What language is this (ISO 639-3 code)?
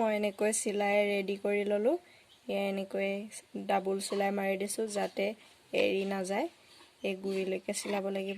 asm